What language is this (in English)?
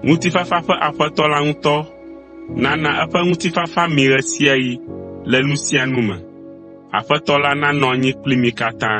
Ewe